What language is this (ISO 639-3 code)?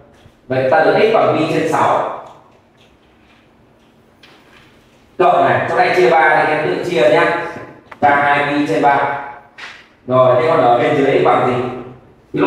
vie